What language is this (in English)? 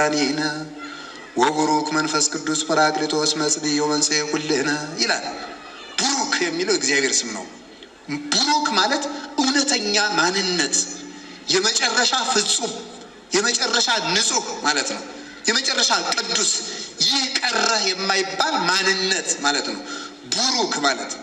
Amharic